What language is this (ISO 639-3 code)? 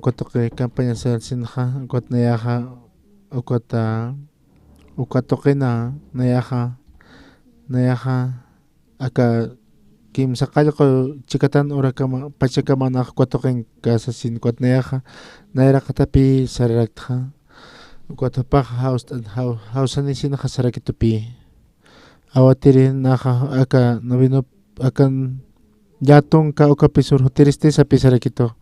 aym